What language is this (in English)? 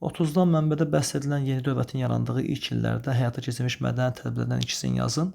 Azerbaijani